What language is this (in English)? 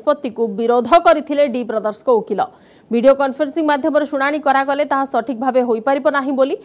Odia